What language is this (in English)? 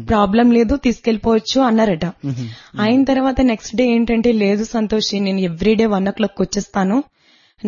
Telugu